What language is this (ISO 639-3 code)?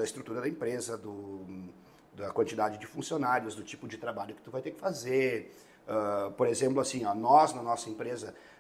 por